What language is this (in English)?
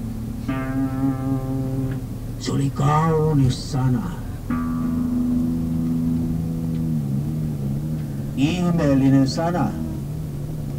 Finnish